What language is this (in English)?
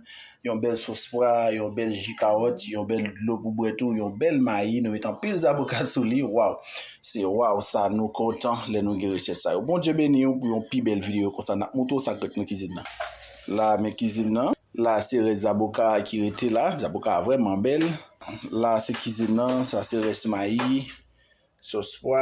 Haitian Creole